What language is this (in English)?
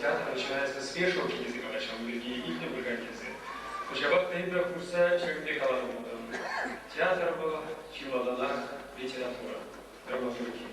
Chuvash